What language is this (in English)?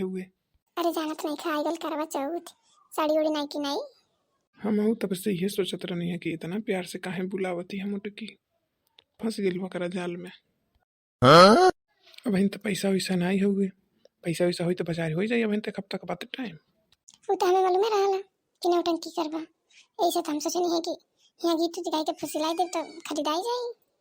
Bhojpuri